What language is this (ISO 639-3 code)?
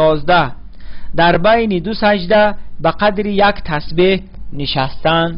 tgk